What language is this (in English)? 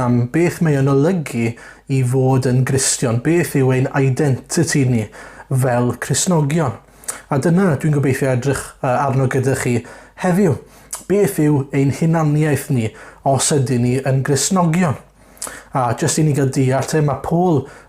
Welsh